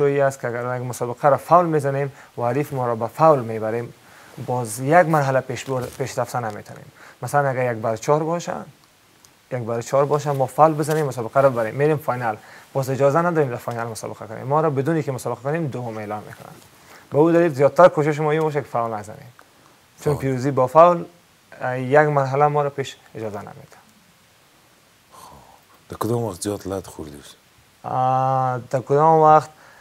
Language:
Persian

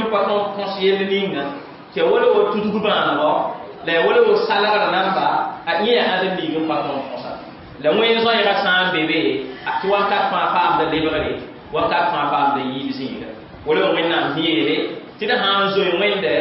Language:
Mossi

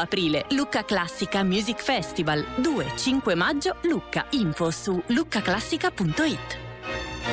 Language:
Italian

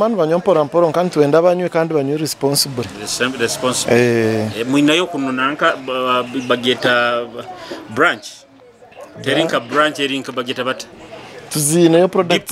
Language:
Nyoro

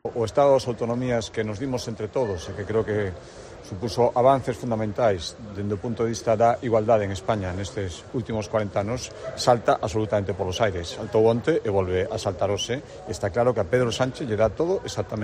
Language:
Galician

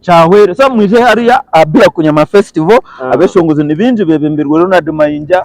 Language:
Nyankole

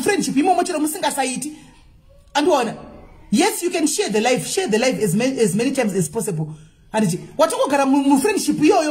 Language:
Shona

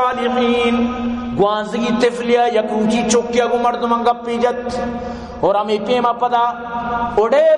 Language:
Baluchi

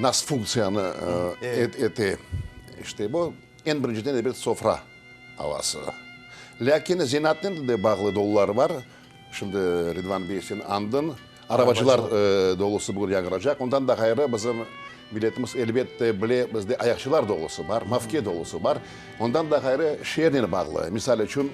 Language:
Crimean Tatar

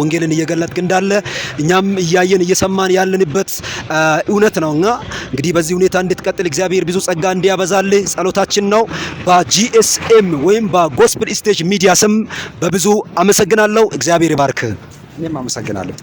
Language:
Amharic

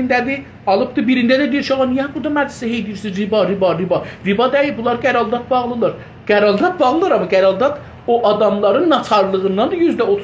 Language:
South Azerbaijani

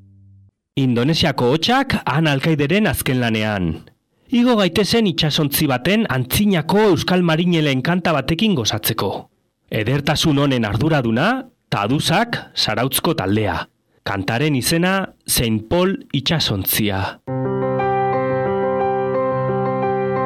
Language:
Basque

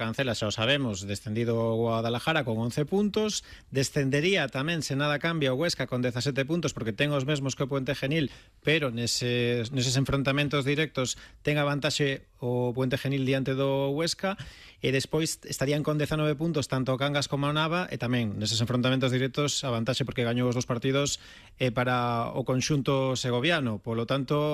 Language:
Galician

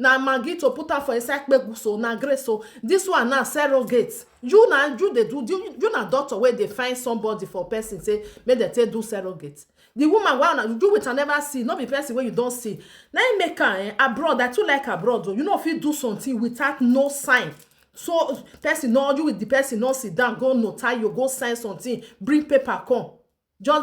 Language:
Nigerian Pidgin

